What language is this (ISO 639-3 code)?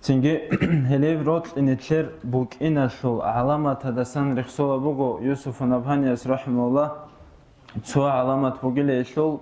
ava